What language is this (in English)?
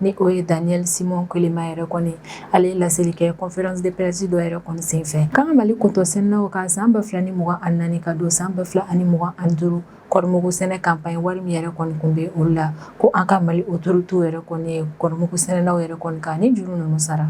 Bambara